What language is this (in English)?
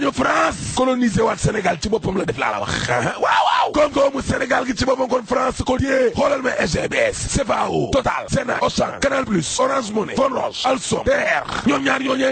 Wolof